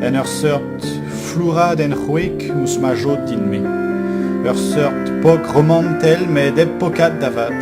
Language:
Breton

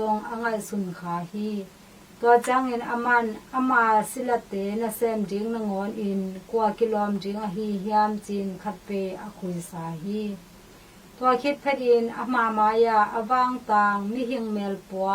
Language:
Tedim Chin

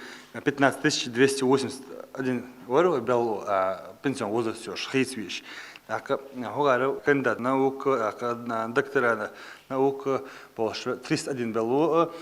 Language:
Chechen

